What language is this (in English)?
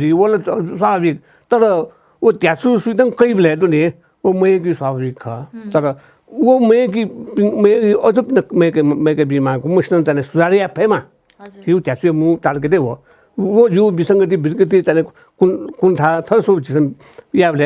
Newari